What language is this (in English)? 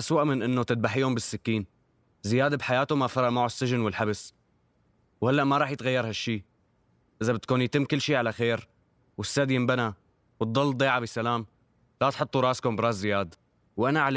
North Levantine Arabic